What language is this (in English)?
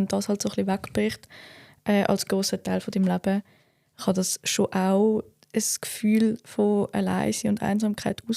Swiss German